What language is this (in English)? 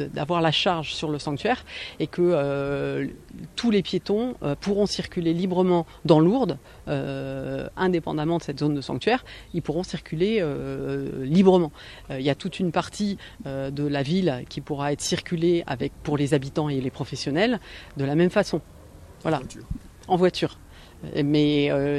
French